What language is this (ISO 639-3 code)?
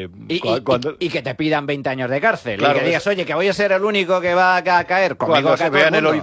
spa